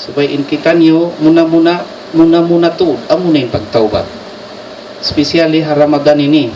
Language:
Tausug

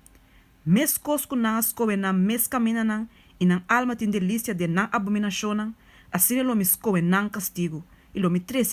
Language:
Papiamento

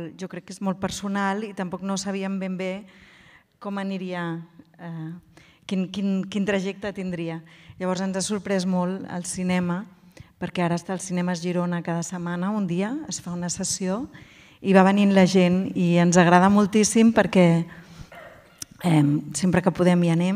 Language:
Catalan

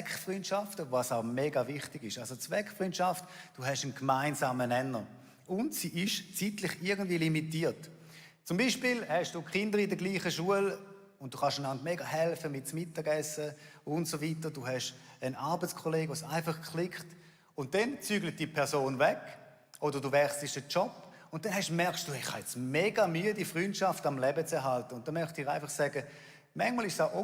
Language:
Swiss German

